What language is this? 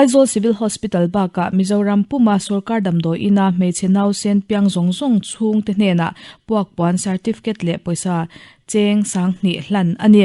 Mizo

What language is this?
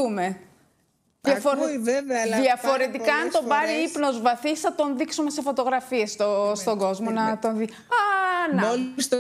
Greek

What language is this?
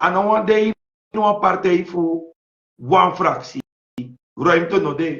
Sranan Tongo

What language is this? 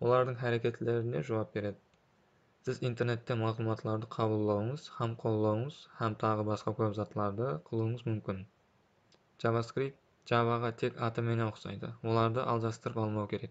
Kara-Kalpak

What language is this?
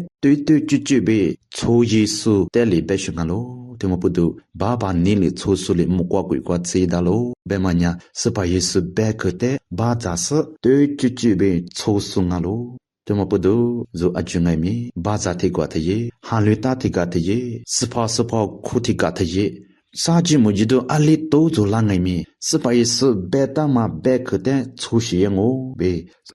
Lisu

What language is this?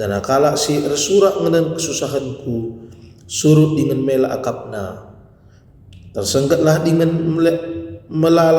Batak Karo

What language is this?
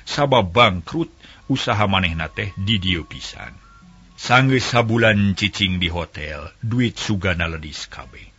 Sundanese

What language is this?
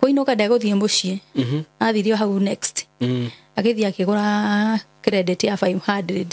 Kikuyu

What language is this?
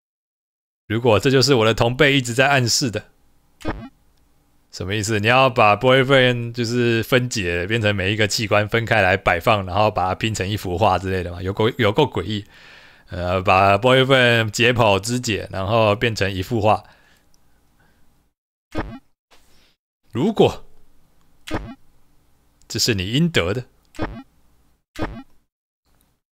Chinese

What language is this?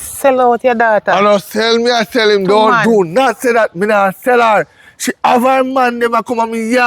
Jamaican Creole English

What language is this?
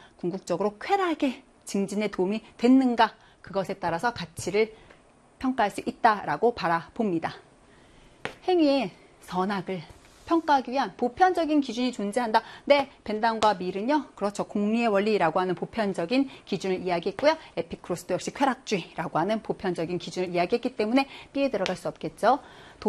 Korean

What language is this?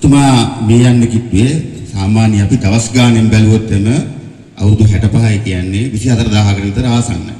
Sinhala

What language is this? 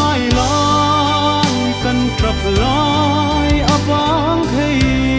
Hmar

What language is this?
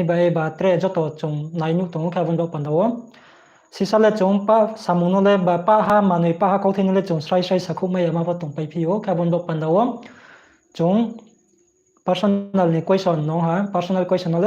Riang (India)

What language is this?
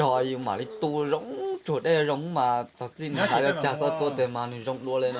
Hmong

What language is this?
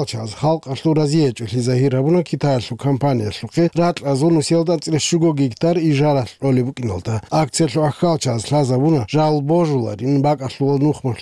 Avaric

